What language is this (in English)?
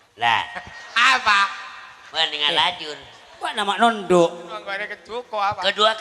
Madurese